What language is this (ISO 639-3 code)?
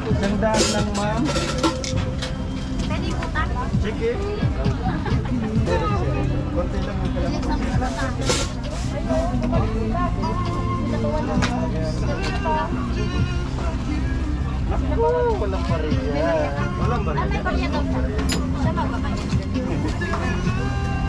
fil